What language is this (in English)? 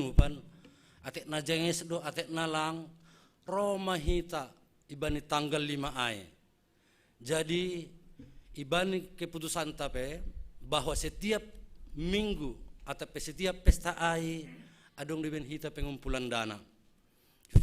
Batak Simalungun